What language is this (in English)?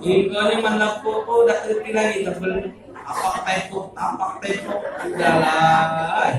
Musi